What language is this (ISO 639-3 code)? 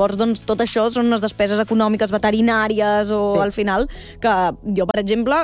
cat